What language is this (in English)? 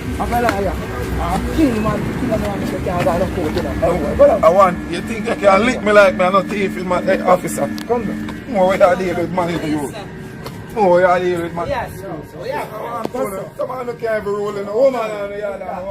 Jamaican Creole English